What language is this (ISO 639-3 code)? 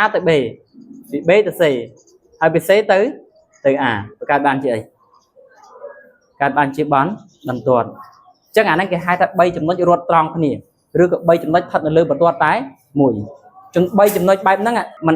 khm